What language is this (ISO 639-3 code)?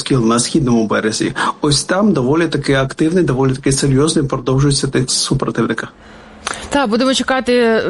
ukr